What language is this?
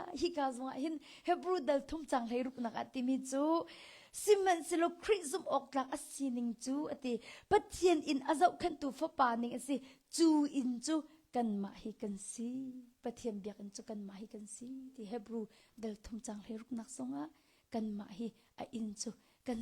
Hakha Chin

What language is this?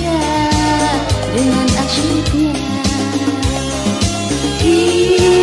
Indonesian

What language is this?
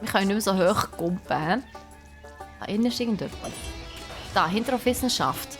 Swiss German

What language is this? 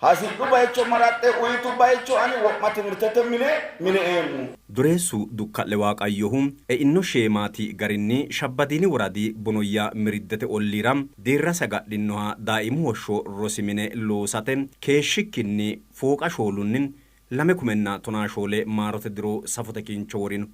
Sidamo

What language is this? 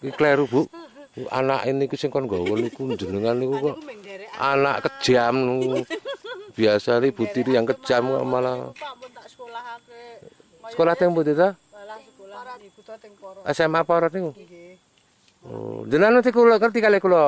Javanese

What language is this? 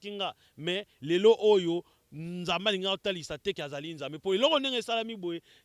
Lingala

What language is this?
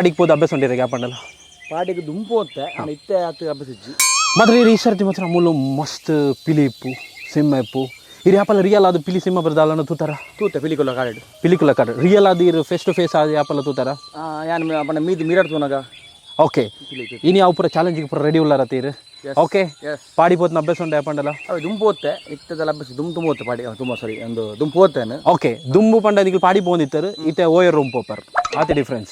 Tulu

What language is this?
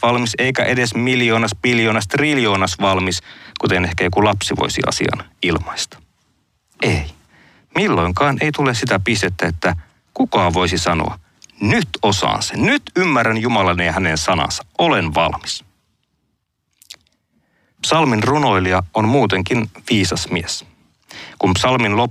Finnish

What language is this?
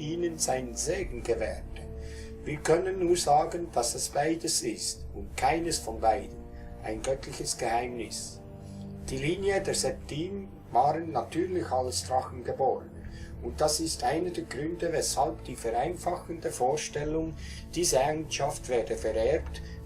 Swiss German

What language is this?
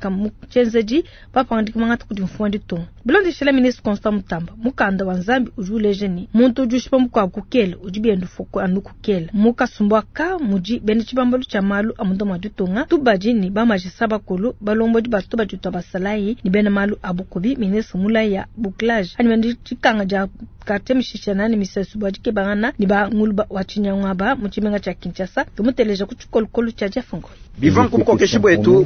Luba-Lulua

